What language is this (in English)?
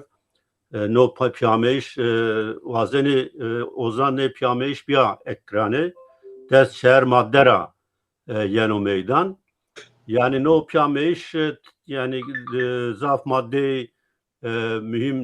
Zaza